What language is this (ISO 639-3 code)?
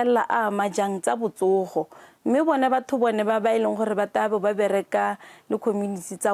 tsn